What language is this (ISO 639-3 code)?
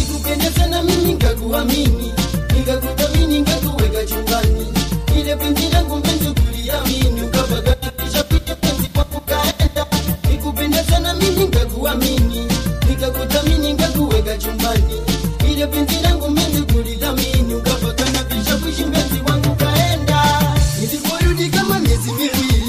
swa